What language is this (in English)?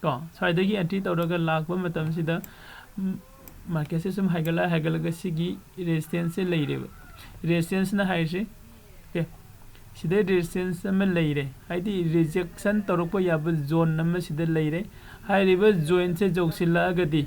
Manipuri